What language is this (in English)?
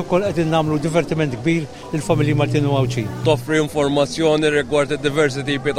Maltese